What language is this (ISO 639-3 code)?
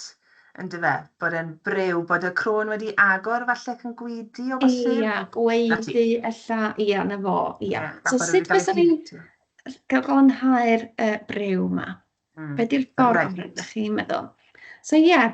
cym